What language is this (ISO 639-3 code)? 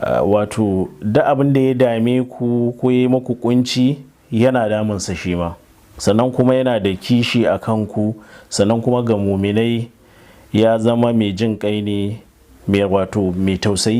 hau